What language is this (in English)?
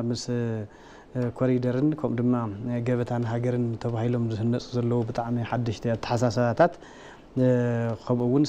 Tigrinya